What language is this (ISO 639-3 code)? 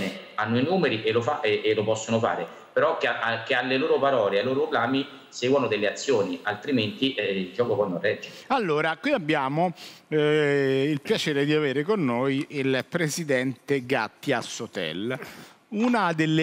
ita